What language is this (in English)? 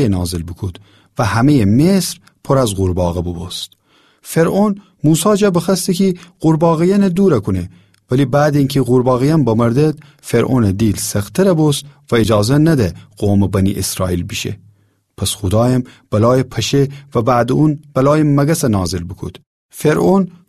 Gilaki